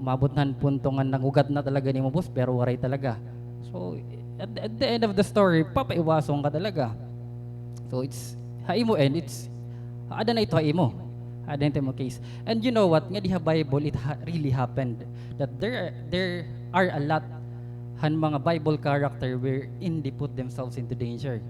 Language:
Waray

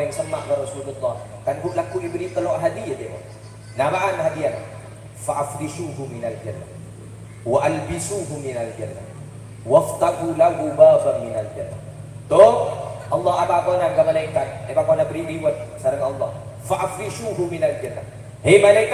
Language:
Madurese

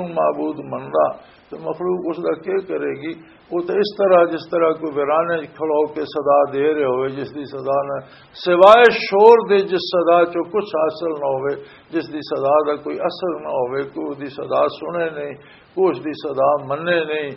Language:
Western Panjabi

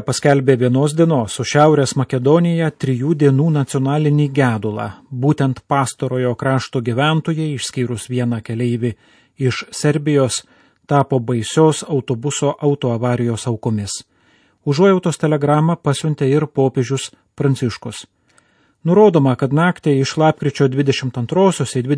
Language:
Lithuanian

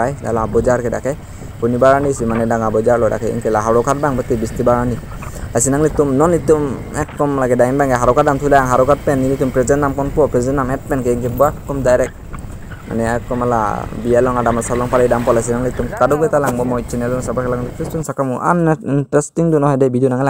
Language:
Karbi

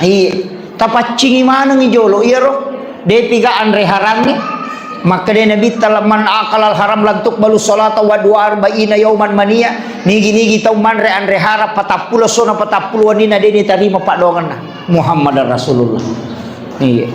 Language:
Buginese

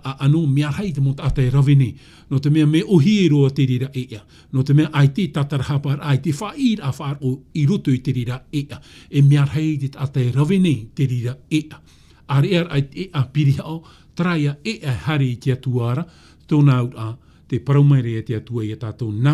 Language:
Tahitian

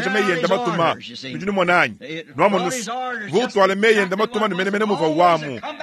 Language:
Luba-Lulua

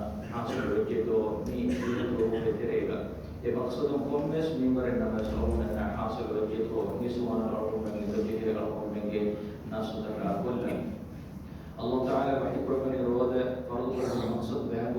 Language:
Divehi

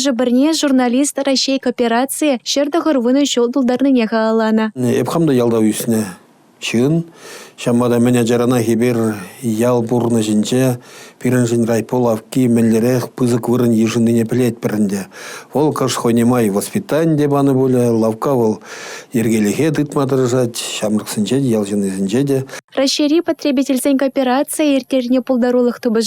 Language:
Chuvash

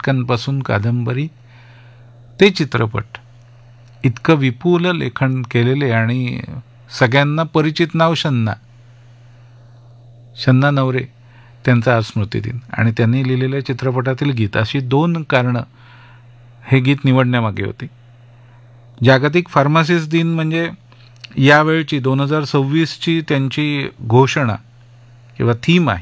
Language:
Marathi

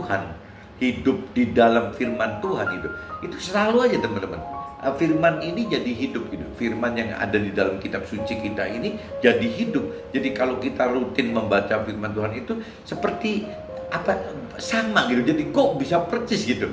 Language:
Indonesian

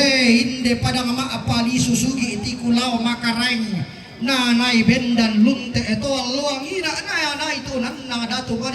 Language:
Toraja-Sa'dan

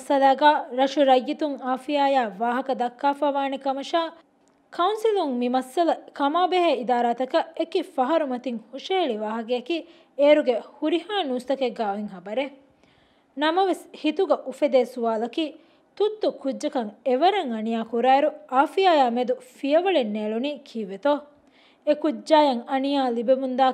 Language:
Divehi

